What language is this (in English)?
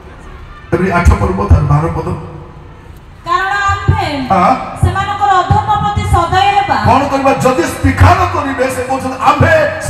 Odia